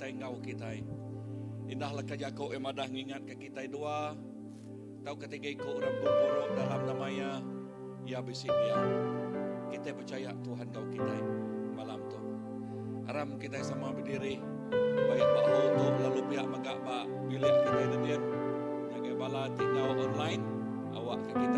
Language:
Iban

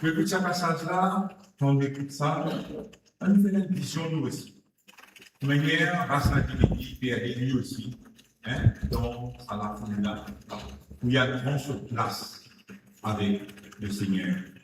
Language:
Morisyen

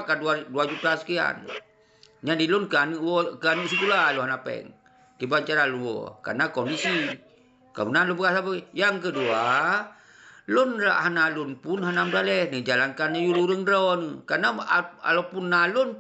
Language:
Achinese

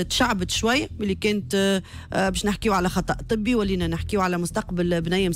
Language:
Tunisian Arabic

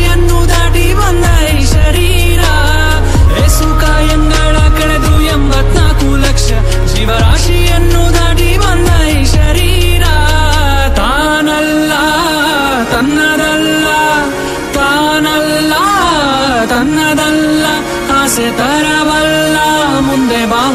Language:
Kannada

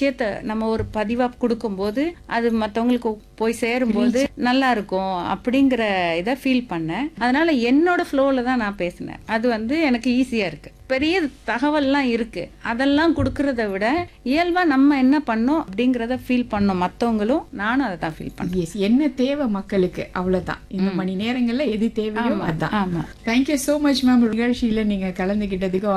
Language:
Tamil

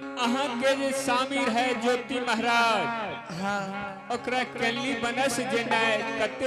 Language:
Angika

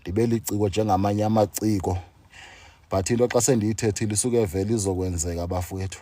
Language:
Zulu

